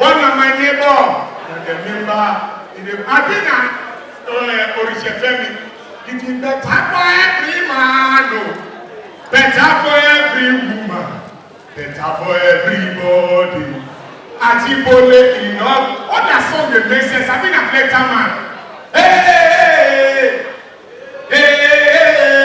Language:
Nigerian Pidgin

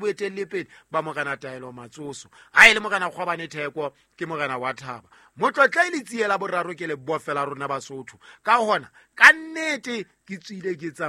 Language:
Southern Sotho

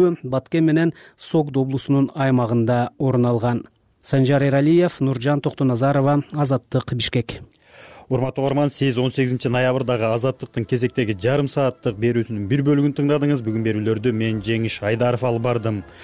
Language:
Kyrgyz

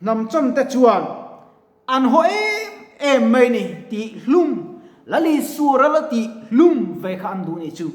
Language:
Mizo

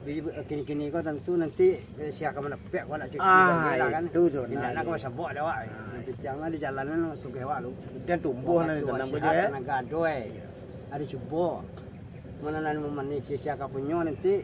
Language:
Minangkabau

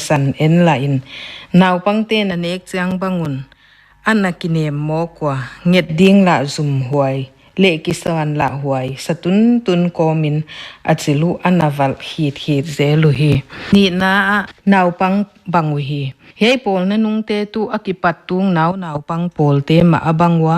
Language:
Paite Chin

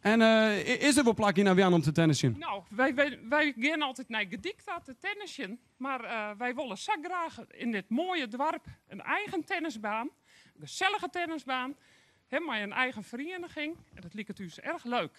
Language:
Western Frisian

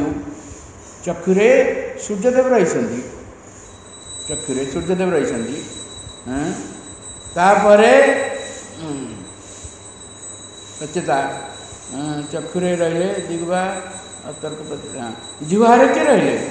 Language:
Odia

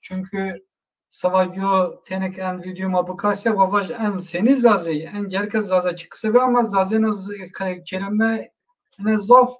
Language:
Zaza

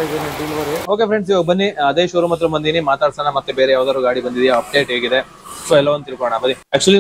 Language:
Kannada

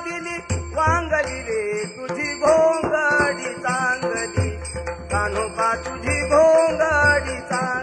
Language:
Marathi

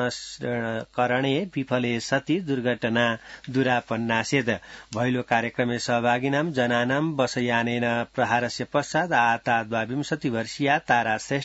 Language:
Sanskrit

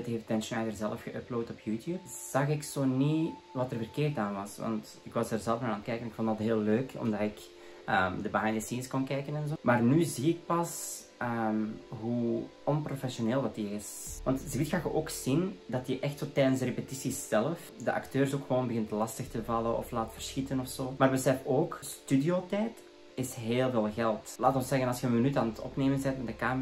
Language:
Dutch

